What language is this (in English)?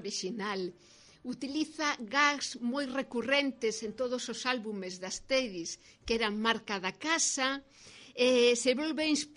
Galician